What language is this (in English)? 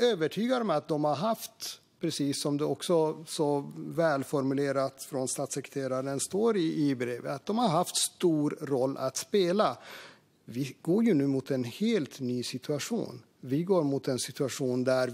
Swedish